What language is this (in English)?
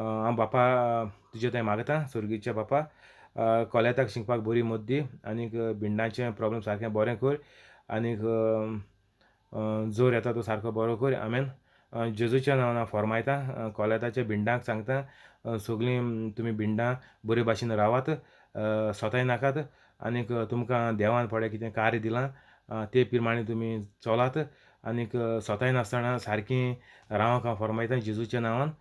Konkani